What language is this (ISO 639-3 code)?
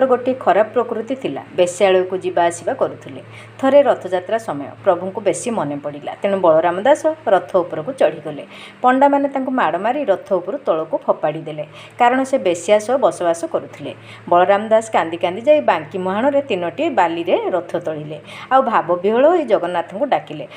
ori